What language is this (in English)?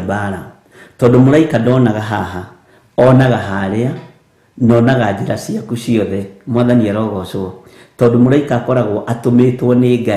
Kikuyu